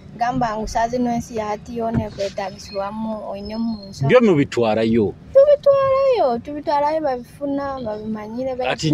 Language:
Nyoro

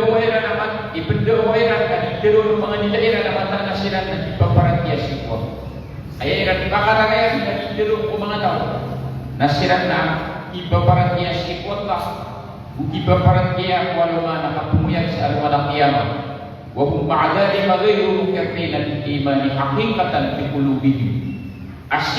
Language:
Maranao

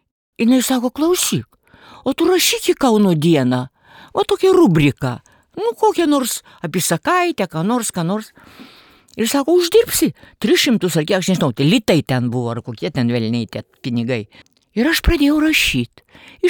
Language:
Lithuanian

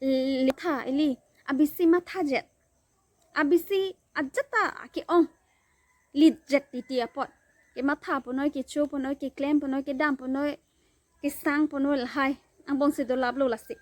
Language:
Karbi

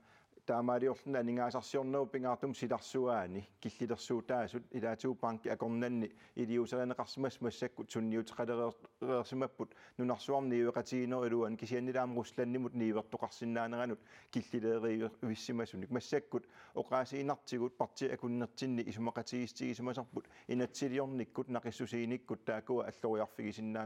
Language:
Kalaallisut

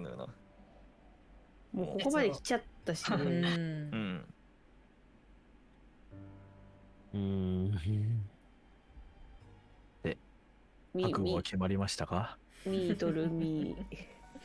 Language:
Japanese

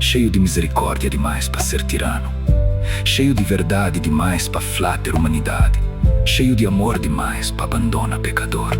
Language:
Kabuverdianu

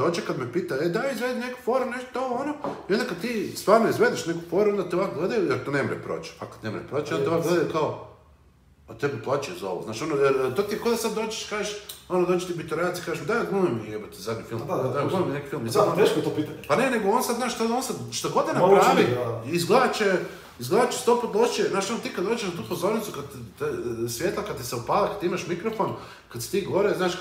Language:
Croatian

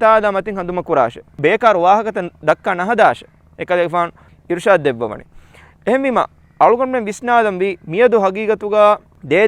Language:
Divehi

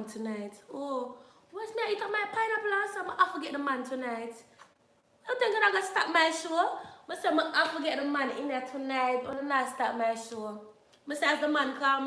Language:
Jamaican Creole English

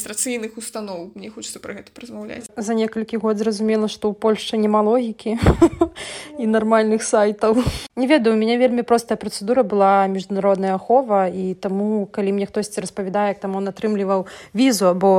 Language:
Belarusian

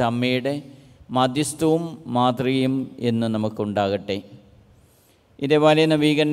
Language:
Malayalam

